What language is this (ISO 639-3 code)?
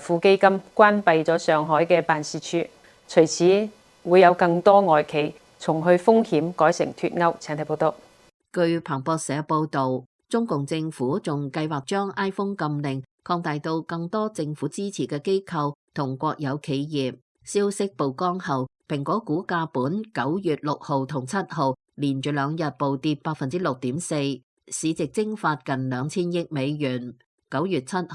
yue